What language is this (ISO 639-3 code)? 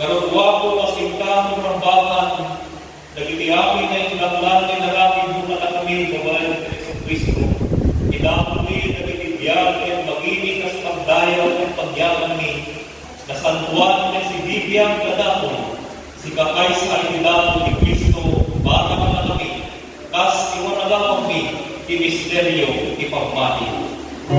ilo